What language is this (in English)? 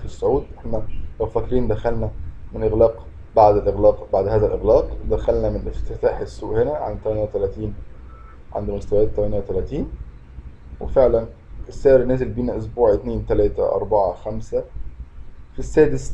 Egyptian Arabic